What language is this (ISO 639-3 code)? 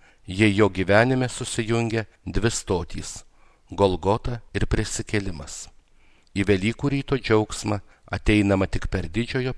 lit